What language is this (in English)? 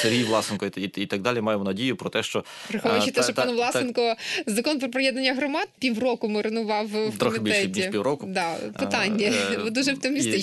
Ukrainian